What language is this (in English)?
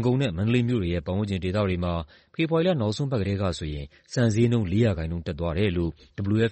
Burmese